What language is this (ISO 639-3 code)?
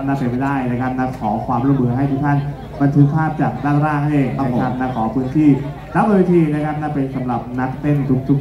tha